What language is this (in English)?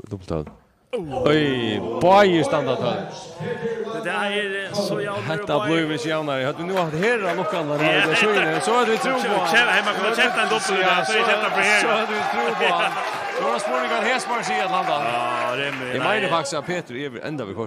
Faroese